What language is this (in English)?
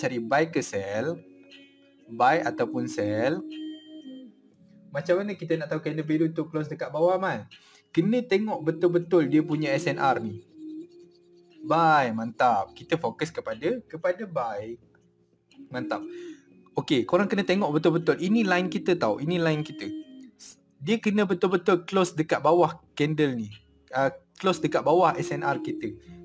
Malay